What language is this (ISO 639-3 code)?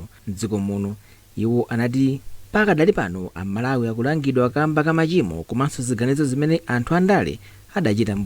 nya